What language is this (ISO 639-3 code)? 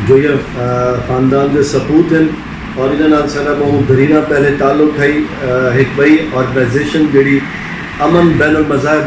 skr